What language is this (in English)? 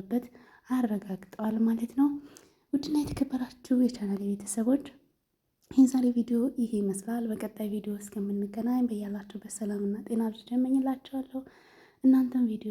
Amharic